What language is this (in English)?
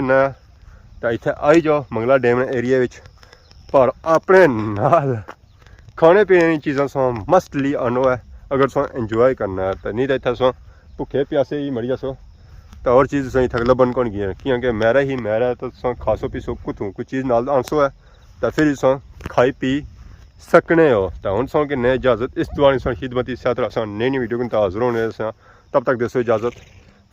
Pahari-Potwari